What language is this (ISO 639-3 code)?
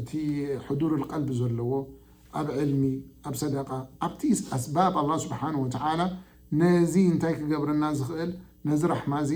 tir